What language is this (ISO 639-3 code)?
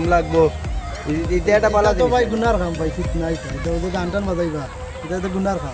syl